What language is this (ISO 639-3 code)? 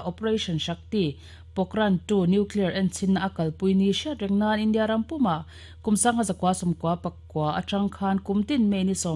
lus